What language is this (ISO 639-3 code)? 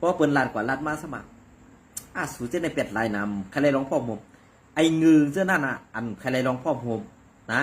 shn